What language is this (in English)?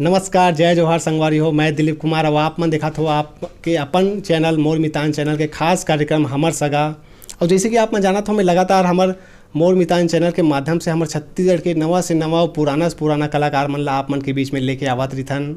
Chhattisgarhi